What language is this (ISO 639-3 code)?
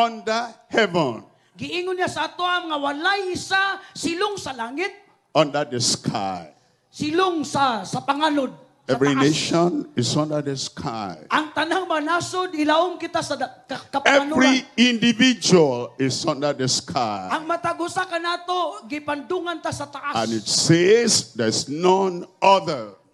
ceb